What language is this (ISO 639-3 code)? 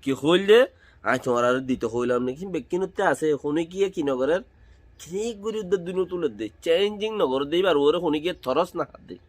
rhg